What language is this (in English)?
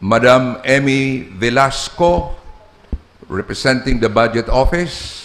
Bikol